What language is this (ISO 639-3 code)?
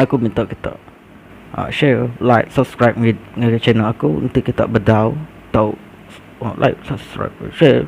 iba